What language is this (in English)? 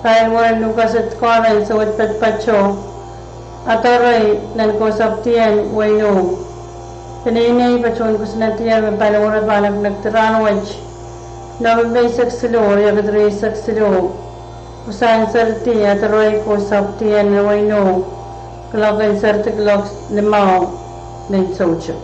Pohnpeian